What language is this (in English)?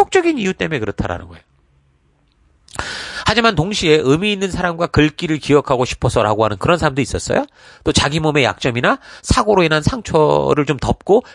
Korean